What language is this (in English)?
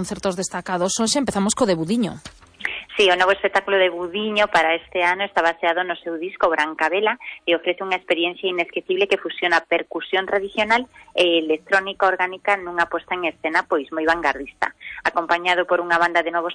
Galician